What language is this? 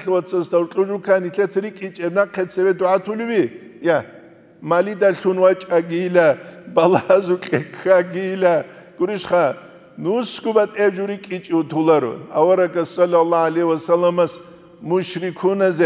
Avaric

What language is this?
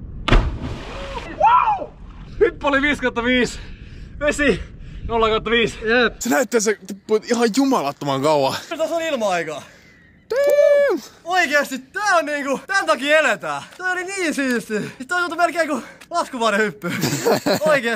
Finnish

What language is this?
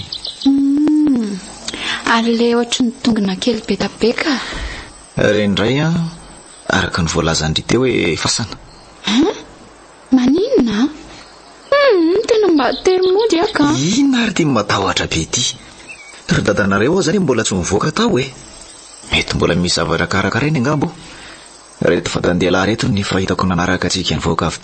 Malagasy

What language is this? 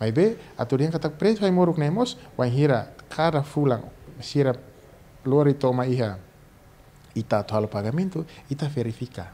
Tetum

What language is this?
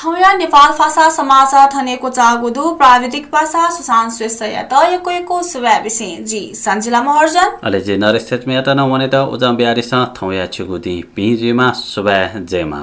Newari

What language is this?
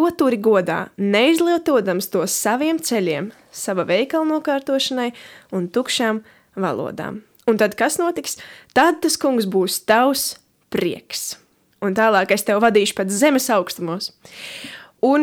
Latvian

